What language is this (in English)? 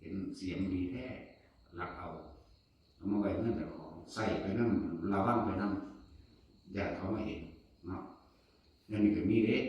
Northeastern Thai